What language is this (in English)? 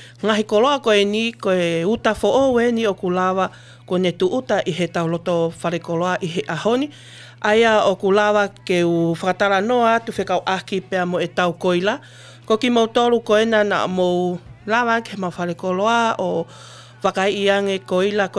Tongan